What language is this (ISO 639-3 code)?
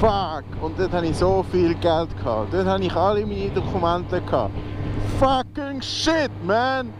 gsw